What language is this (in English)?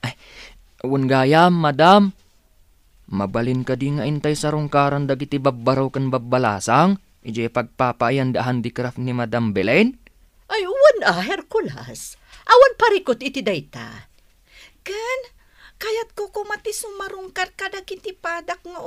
Iloko